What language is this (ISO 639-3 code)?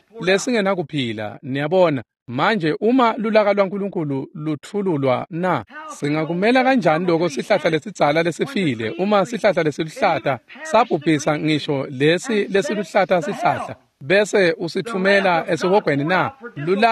ssw